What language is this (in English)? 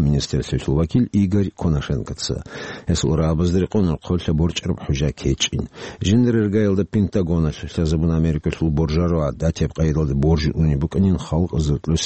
Avaric